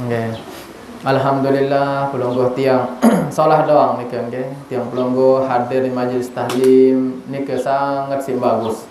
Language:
Sasak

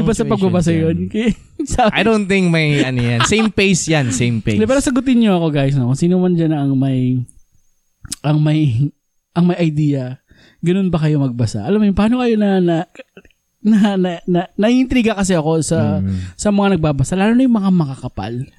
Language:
Filipino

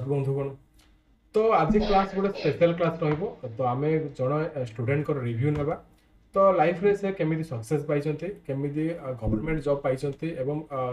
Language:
Odia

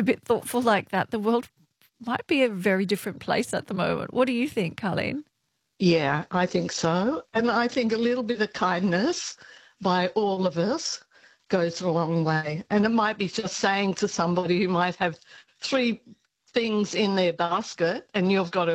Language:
English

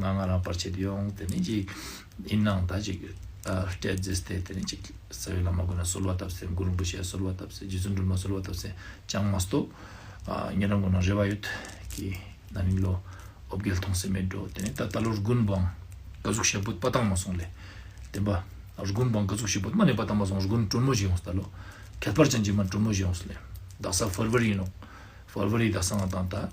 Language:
Ladakhi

